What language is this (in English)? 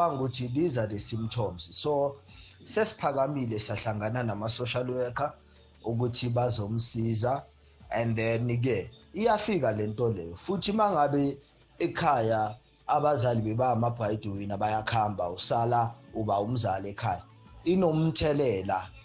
South Ndebele